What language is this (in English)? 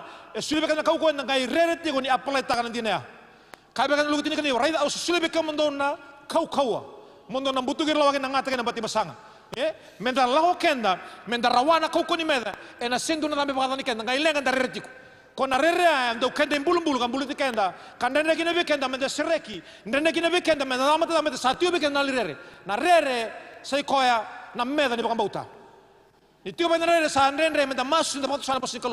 Fijian